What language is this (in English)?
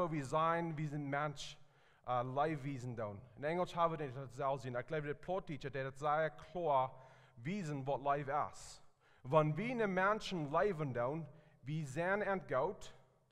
Plautdietsch